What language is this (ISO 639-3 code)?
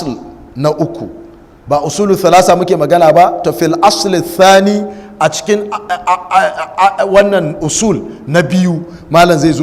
hau